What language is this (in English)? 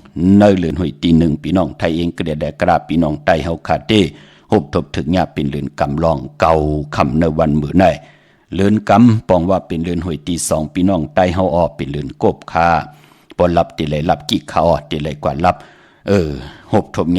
Shan